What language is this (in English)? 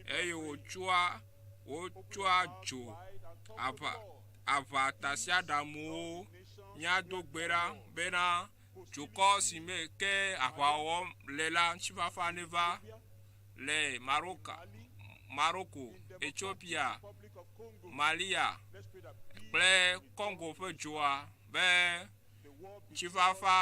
Ewe